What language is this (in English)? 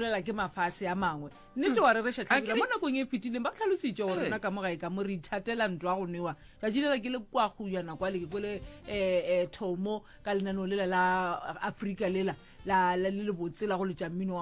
Northern Sotho